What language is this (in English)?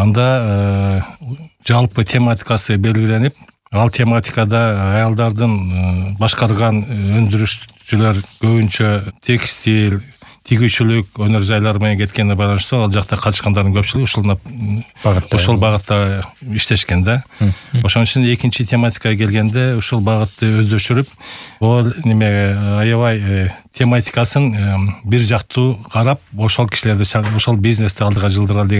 Kyrgyz